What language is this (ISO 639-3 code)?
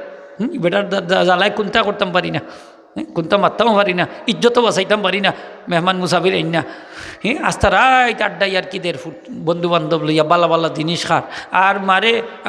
syl